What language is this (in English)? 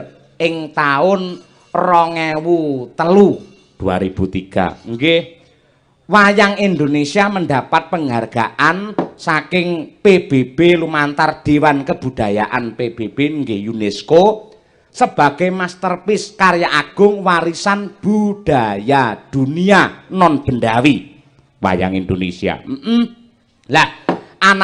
Javanese